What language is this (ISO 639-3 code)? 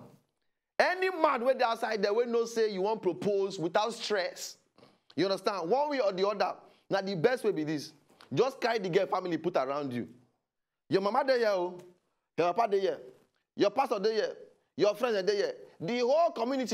pcm